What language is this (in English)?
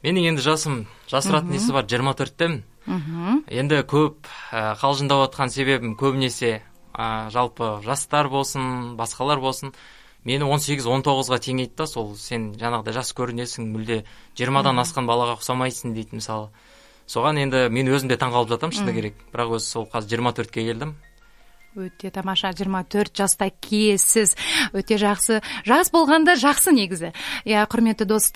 Kazakh